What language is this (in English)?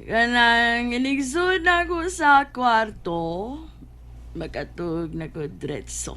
Cebuano